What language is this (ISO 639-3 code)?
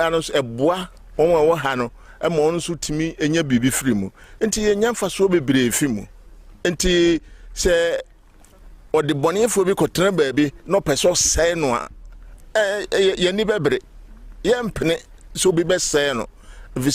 aka